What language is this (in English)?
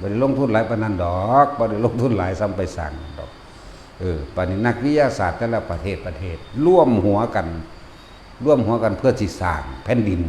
Northeastern Thai